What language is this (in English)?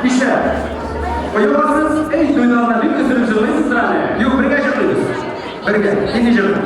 Tatar